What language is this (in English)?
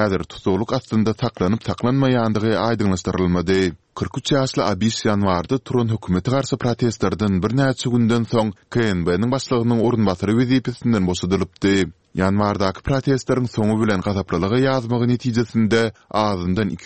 Turkmen